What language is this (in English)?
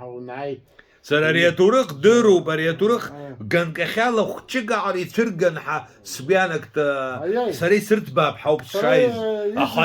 Abkhazian